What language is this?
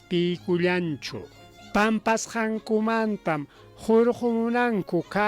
Ayacucho Quechua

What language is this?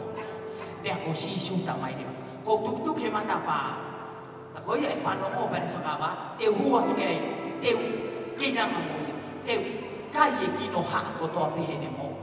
Tongan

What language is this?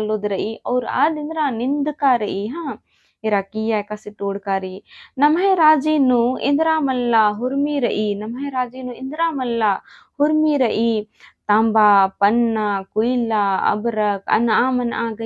Kurukh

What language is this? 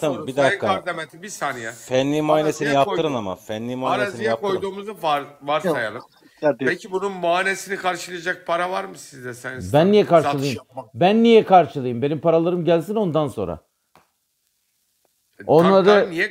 Turkish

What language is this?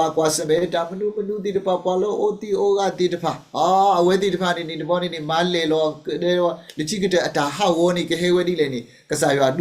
S'gaw Karen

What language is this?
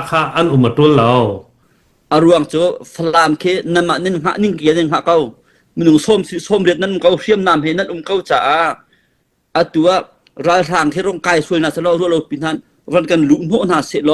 Hakha Chin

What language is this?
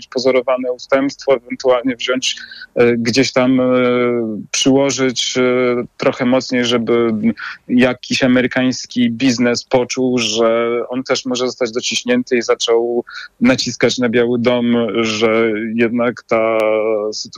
Polish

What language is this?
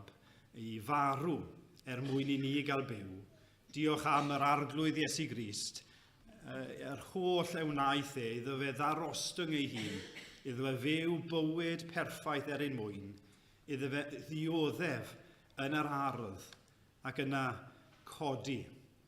Welsh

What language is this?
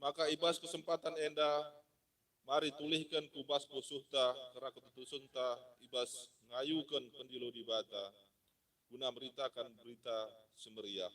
Batak Karo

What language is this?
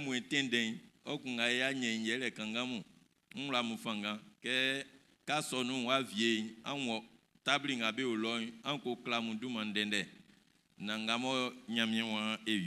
Baoulé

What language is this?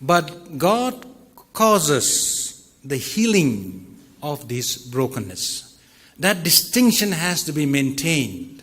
Tangkhul Naga (India)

